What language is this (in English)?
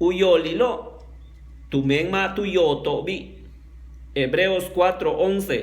Yucateco